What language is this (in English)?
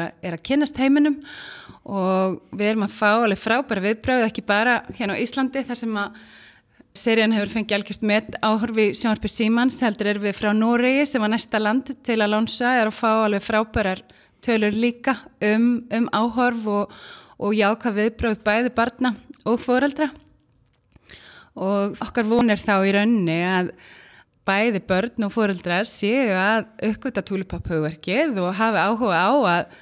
Icelandic